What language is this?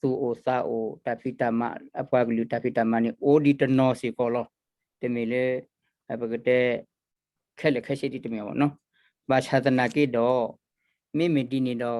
S'gaw Karen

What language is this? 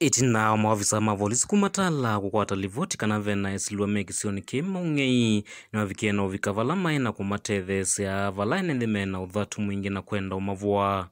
Kamba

